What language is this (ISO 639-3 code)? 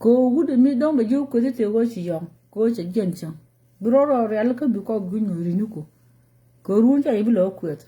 nus